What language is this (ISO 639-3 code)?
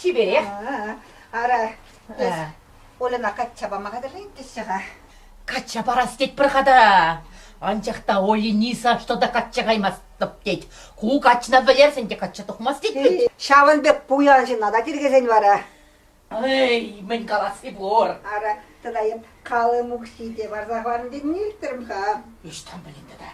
chv